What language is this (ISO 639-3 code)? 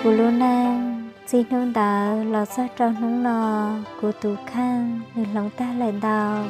hmn